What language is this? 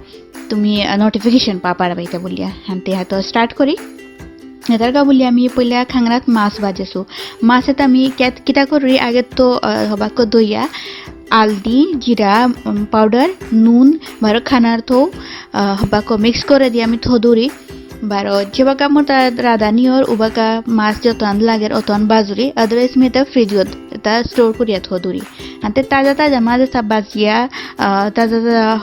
Bishnupriya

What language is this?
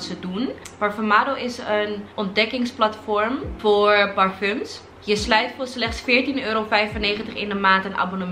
Dutch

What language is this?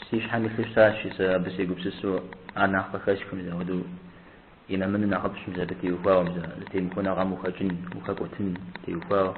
Kabardian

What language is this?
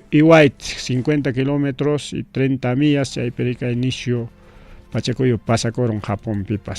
Ayacucho Quechua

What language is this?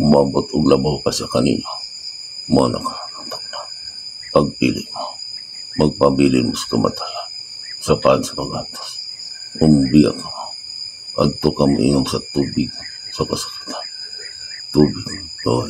Cebuano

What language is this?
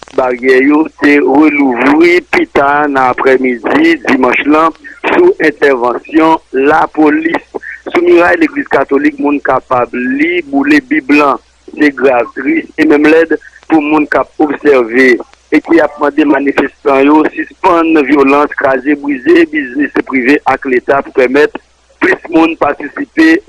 Haitian Creole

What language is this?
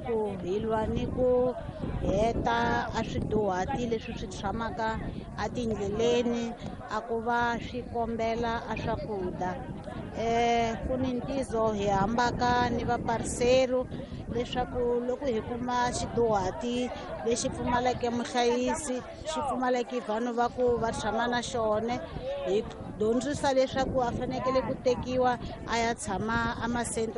Tsonga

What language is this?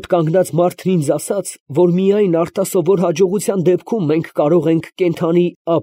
Armenian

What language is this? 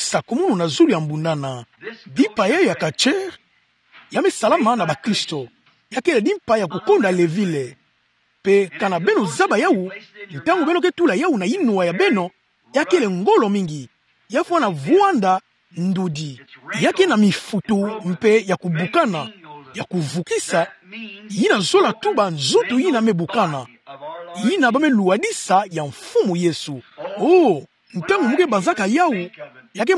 Kituba (Democratic Republic of Congo)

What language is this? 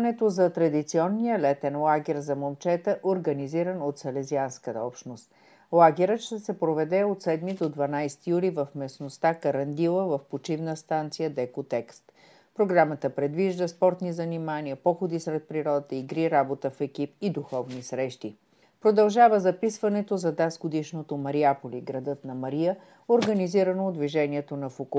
Bulgarian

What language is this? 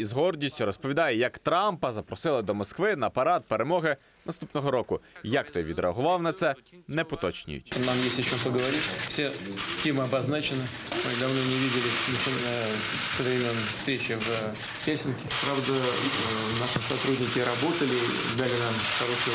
Ukrainian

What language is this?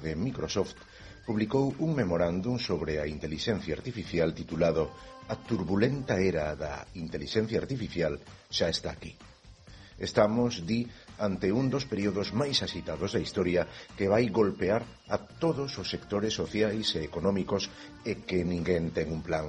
Galician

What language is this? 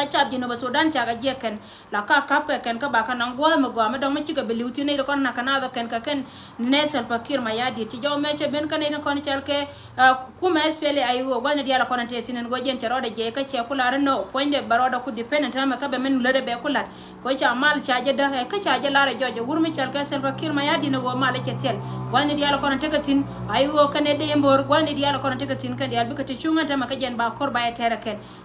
Nuer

